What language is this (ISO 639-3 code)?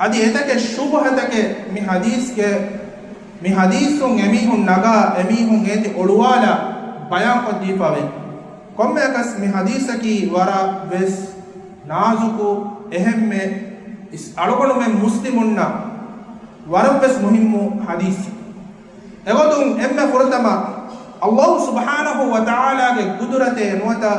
div